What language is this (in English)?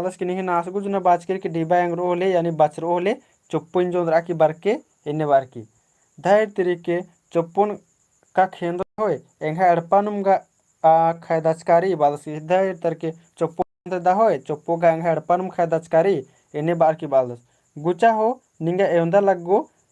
Kurukh